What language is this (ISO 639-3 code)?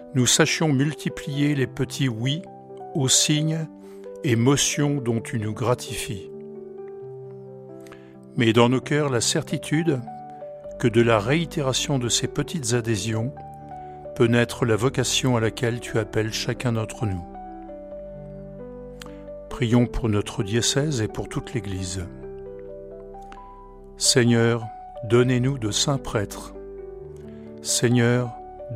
fra